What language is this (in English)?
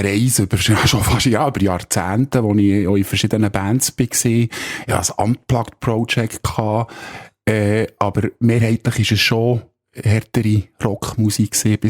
Swiss German